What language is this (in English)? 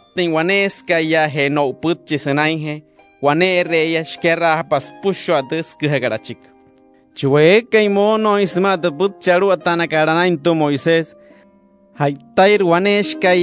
Wayuu